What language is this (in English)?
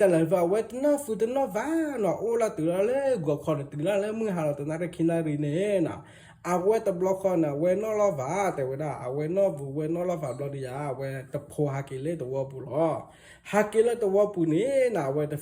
S'gaw Karen